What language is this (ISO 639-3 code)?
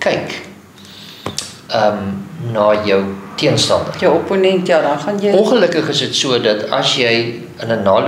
afr